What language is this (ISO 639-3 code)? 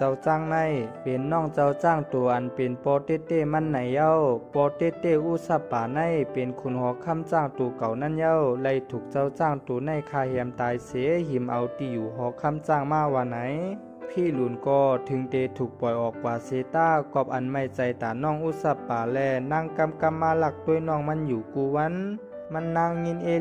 shn